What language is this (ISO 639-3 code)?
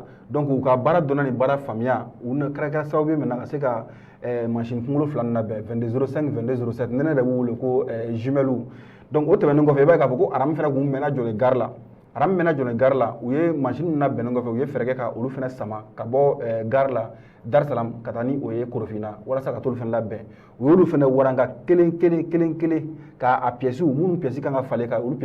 bam